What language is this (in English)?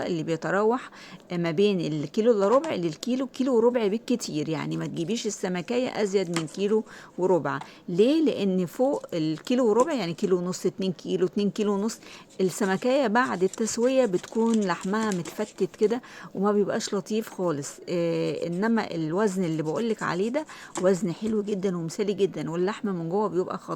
Egyptian Arabic